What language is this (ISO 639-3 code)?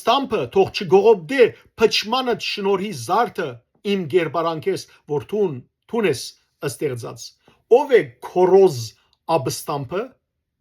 hyw